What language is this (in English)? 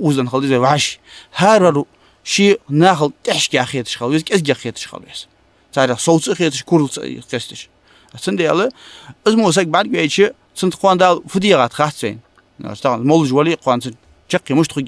Ingush